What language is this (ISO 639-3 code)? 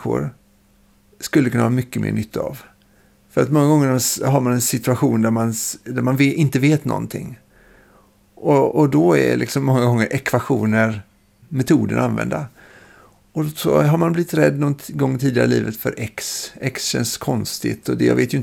swe